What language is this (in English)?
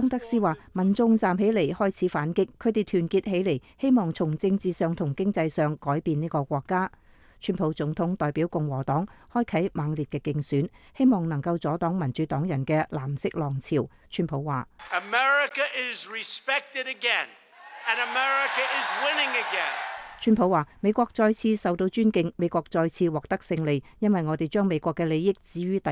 Cantonese